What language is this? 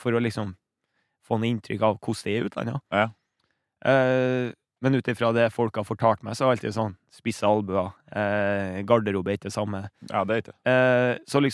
Norwegian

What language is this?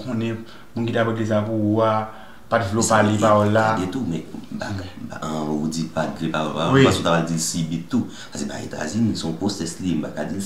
Haitian Creole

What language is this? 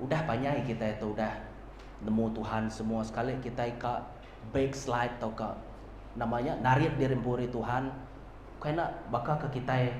Iban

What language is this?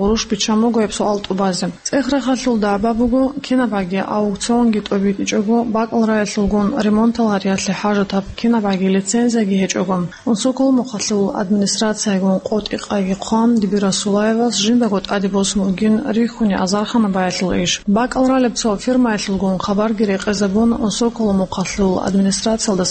Avaric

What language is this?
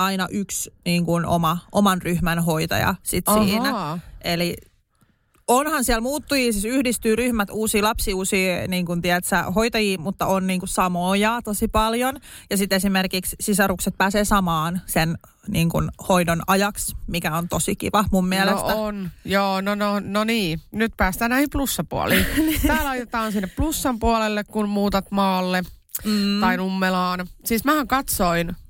Finnish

